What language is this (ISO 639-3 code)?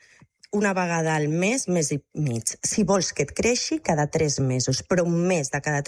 cat